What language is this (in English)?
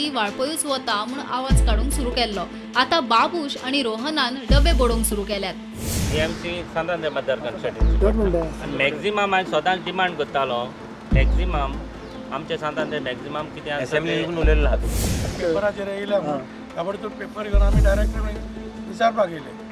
Konkani